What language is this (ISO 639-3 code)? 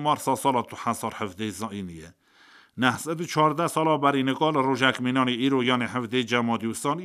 kur